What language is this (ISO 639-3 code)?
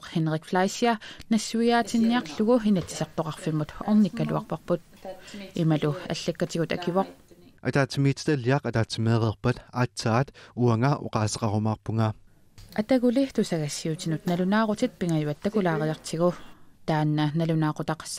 kal